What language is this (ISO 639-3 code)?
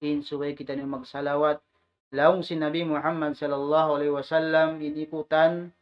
tsg